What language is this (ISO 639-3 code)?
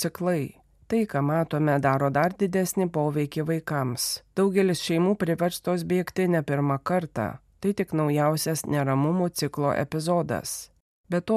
lit